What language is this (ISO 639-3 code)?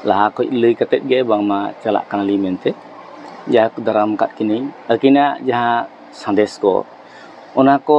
sat